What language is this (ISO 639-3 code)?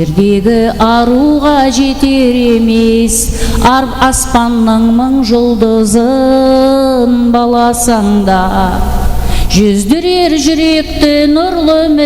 kaa